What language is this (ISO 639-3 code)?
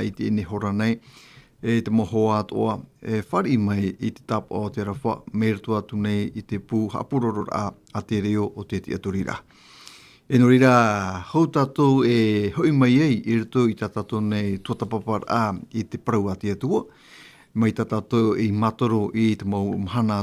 tah